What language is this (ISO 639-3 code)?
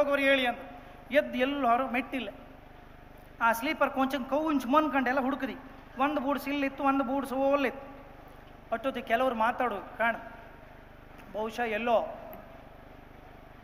kan